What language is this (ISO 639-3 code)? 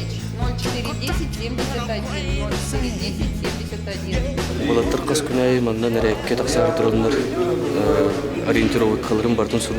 sah